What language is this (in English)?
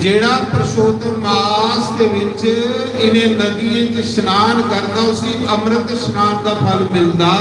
Dogri